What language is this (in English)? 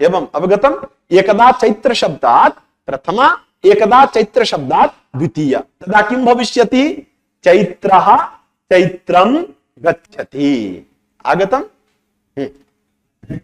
Sanskrit